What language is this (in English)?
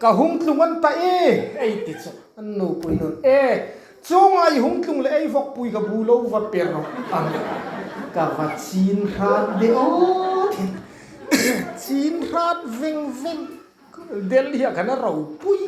Hmar